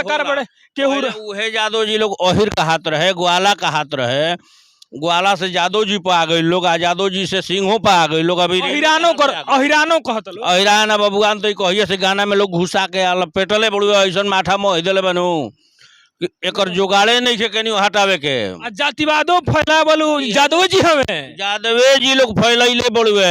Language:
Bhojpuri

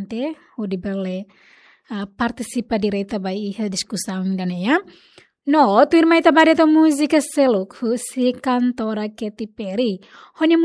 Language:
Tetum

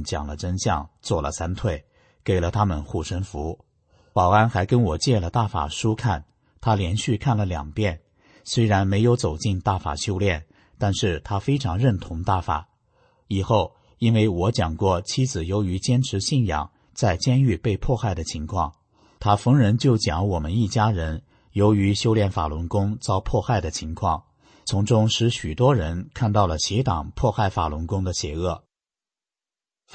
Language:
Chinese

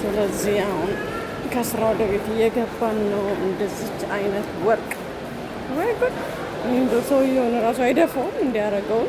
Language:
Amharic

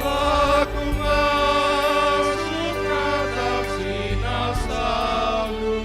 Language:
Batak Karo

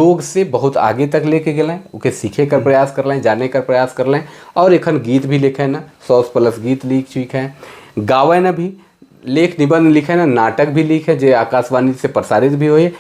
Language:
Sadri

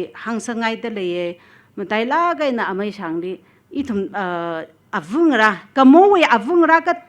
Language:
Tangkhul Naga (India)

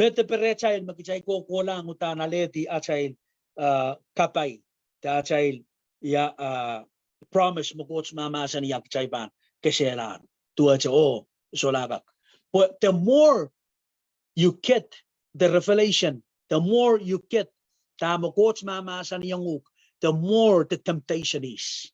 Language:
Pohnpeian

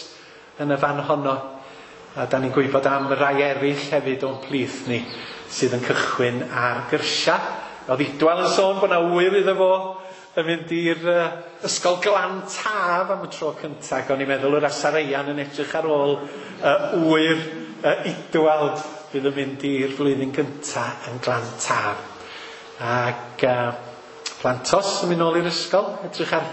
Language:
Welsh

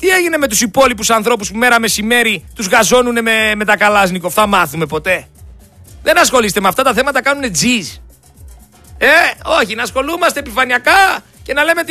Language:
Greek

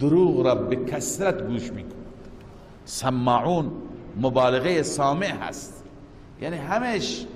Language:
Persian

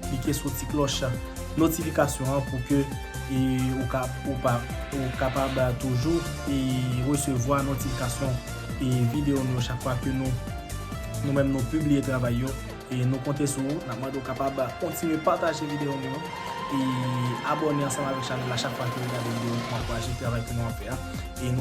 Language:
Haitian Creole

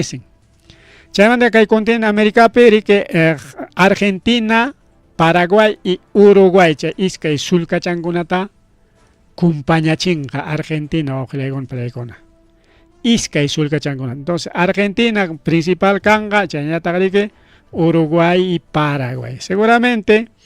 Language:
Ayacucho Quechua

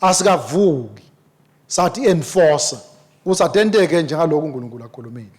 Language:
Swati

